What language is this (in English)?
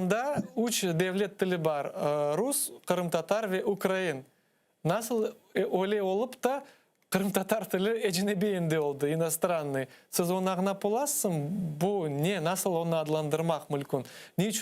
Crimean Tatar